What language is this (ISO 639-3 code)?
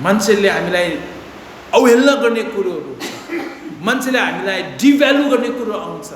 nep